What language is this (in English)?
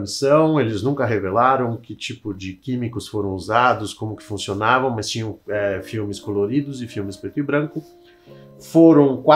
Portuguese